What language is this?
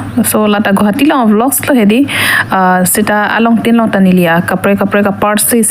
Karbi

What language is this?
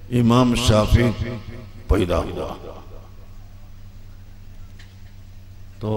Malayalam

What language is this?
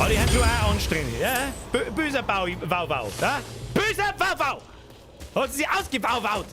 Bavarian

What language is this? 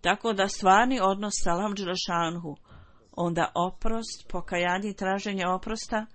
Bosnian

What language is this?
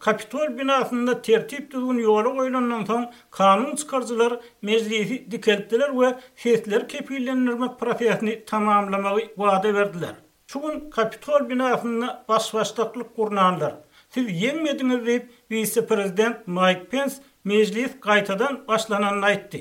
Turkmen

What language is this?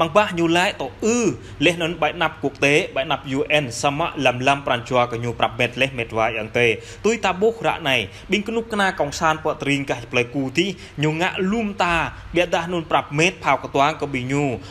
Jarai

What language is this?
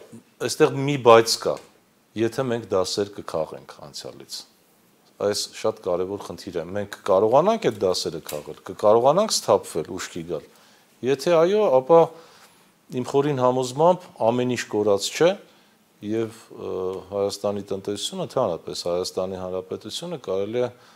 Armenian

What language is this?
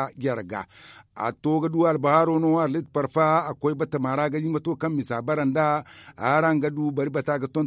Zarma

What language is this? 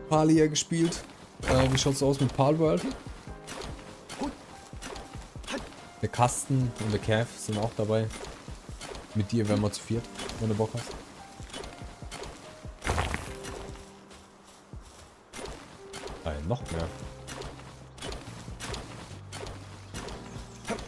German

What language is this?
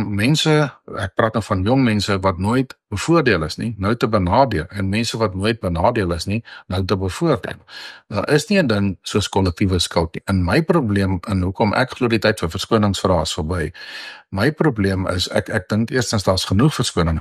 Afrikaans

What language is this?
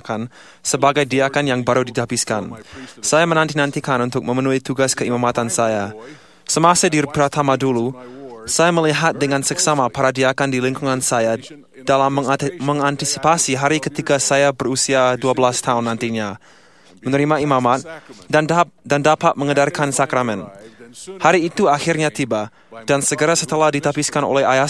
Indonesian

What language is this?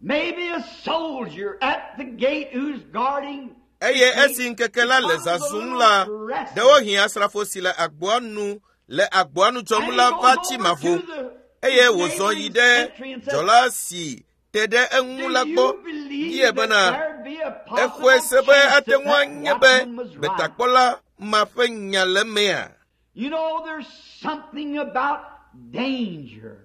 Ewe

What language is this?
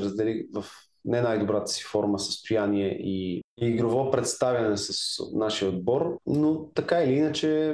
Bulgarian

